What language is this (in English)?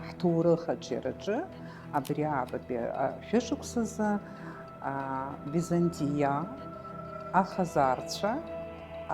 Abkhazian